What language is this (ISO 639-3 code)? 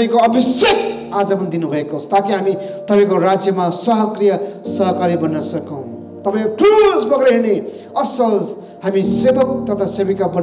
nep